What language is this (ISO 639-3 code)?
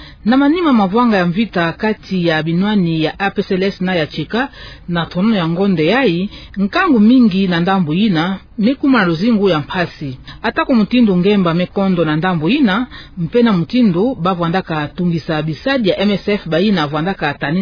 ktu